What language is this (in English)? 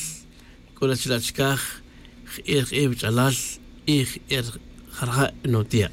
Tz'utujil